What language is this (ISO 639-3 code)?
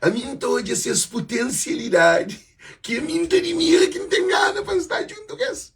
kea